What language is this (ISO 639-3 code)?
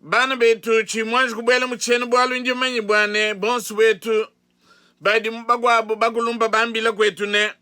lua